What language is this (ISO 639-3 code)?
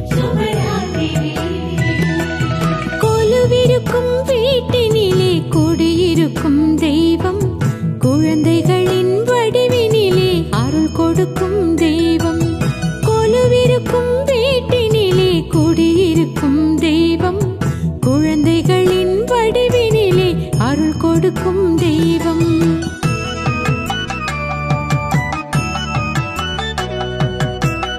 tam